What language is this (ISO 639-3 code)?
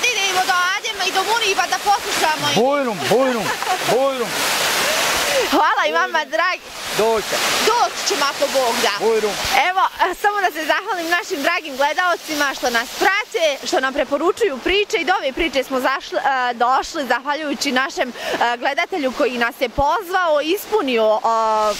bos